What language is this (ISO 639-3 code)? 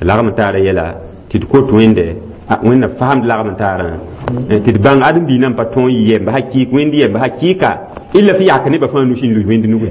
mos